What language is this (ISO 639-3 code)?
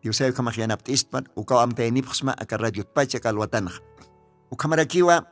aym